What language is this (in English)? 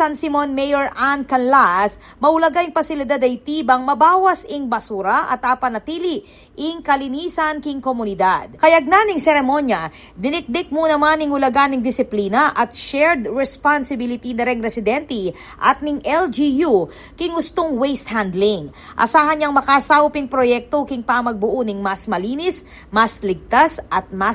Pampanga